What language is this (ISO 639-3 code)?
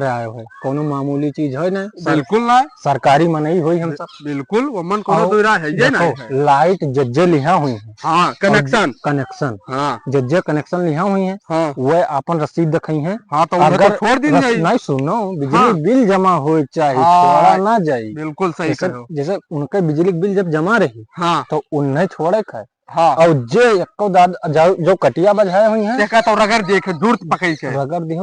awa